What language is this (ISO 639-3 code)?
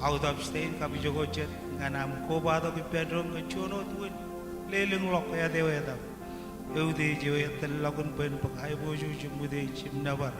mah